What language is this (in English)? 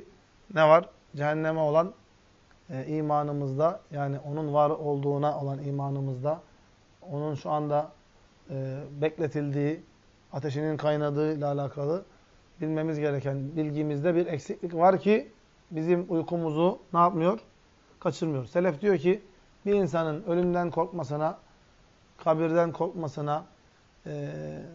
Turkish